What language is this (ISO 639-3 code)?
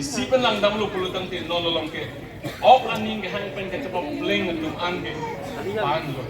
mjw